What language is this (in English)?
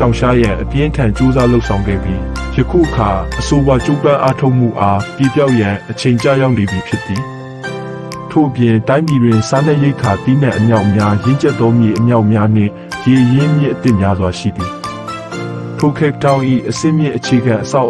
Burmese